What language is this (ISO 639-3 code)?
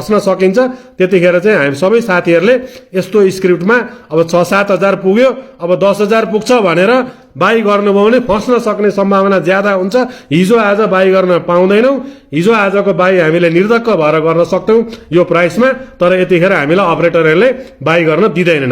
nep